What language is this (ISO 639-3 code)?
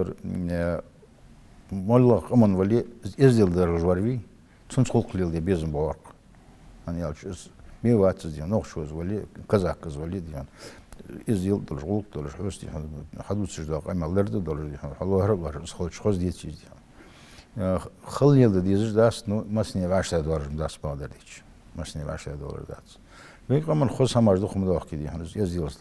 inh